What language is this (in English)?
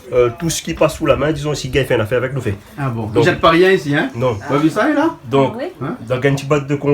Réunion Creole French